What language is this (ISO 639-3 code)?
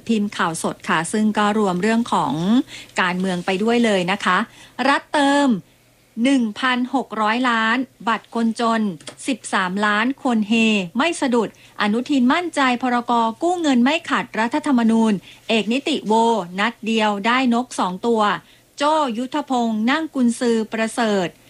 tha